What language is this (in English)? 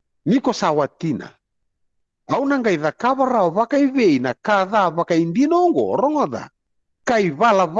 Fijian